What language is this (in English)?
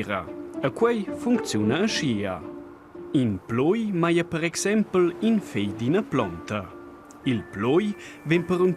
Romansh